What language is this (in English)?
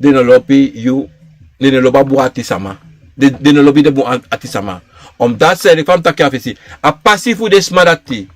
Sranan Tongo